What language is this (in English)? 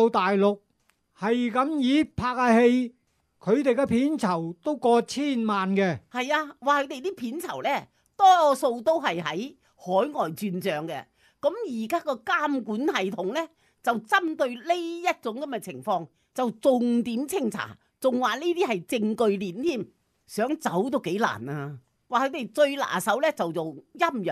Cantonese